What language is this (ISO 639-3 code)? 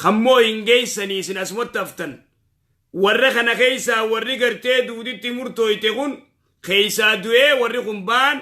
orm